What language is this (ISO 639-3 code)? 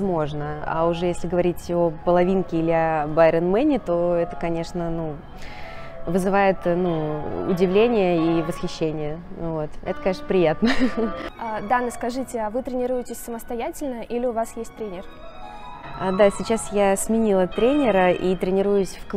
rus